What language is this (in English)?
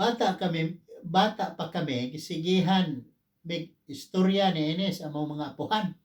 Cebuano